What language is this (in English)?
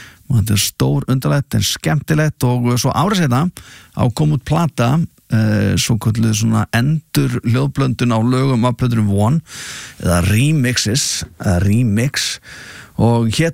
Icelandic